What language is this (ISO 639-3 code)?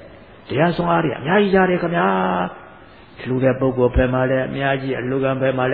mya